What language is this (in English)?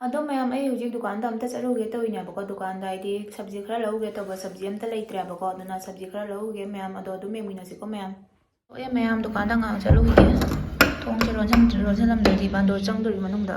Manipuri